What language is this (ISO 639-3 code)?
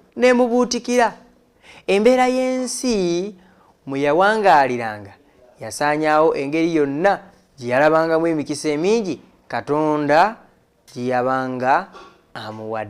lug